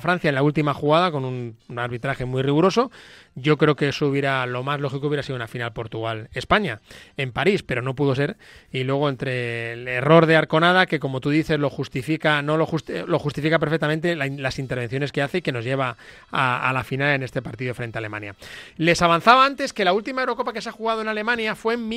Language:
Spanish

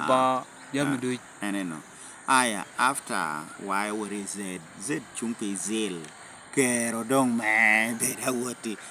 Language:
Lango (Uganda)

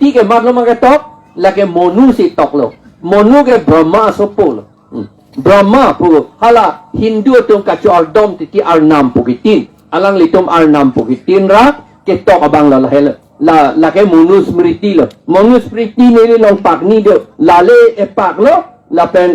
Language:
Karbi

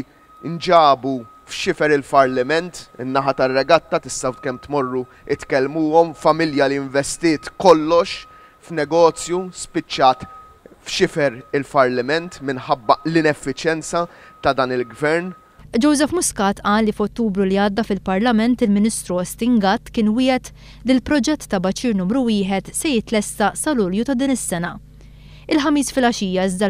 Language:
Maltese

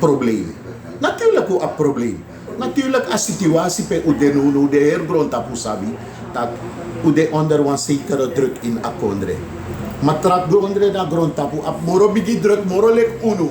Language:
Sranan Tongo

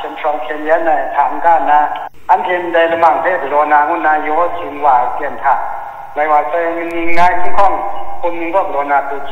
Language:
Kachin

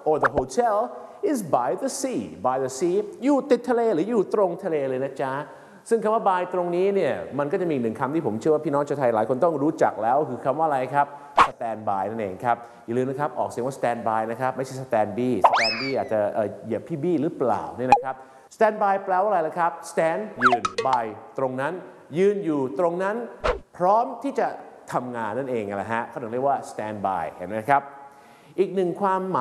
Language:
Thai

